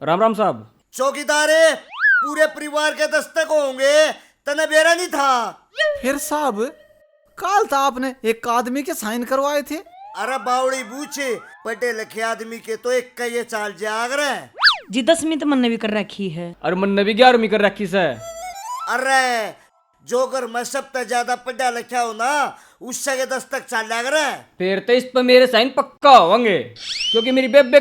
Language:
Haryanvi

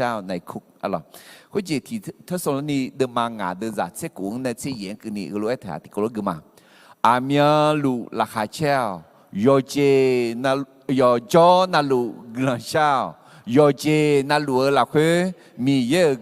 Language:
Akha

